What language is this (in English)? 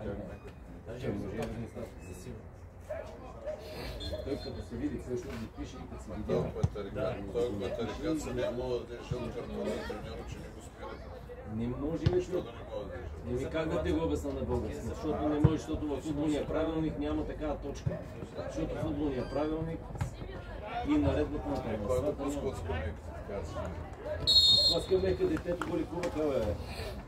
Bulgarian